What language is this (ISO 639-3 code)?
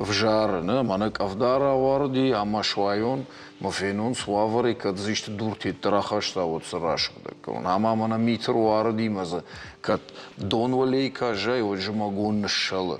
oss